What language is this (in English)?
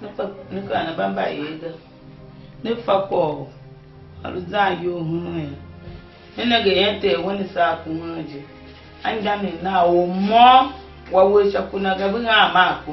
Tiv